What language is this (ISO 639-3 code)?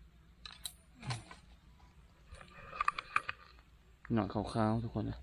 lao